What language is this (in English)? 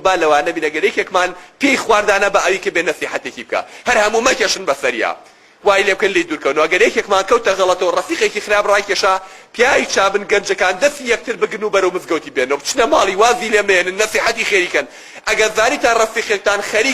Central Kurdish